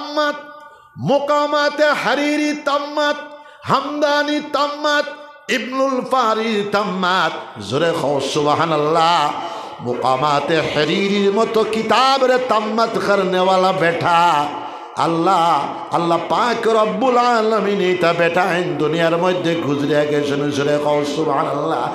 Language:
Sylheti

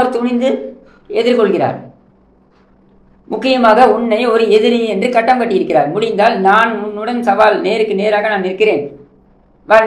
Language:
Tamil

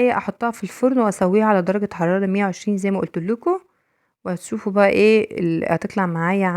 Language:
Egyptian Arabic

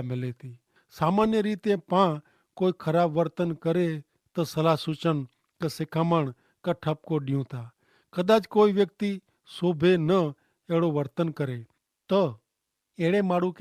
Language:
Kachhi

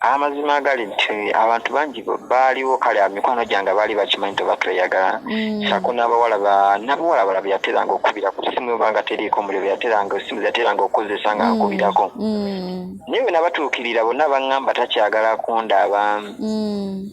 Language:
Ganda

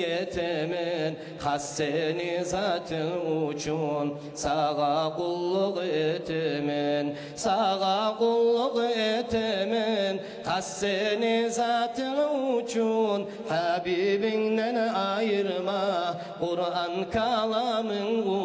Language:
Kumyk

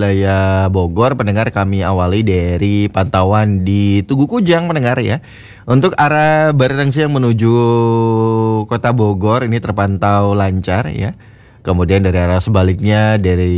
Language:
Indonesian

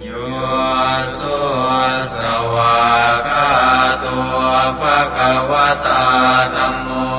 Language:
Pali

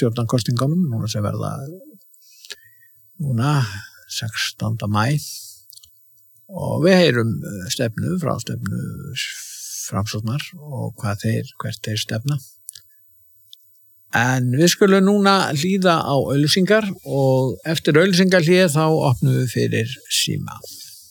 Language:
Icelandic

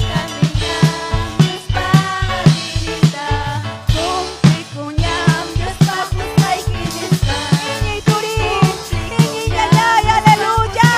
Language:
Ayacucho Quechua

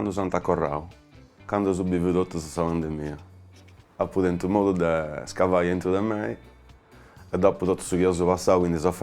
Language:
Sardinian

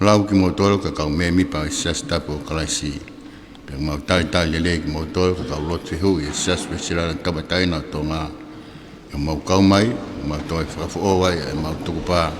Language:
Tongan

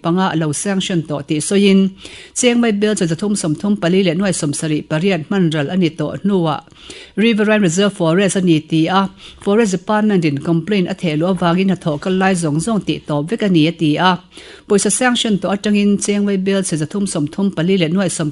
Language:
Mizo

